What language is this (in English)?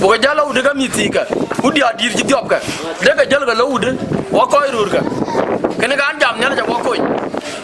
Dinka